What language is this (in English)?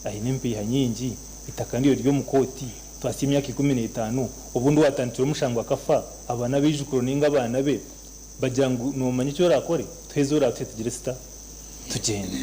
Nyankole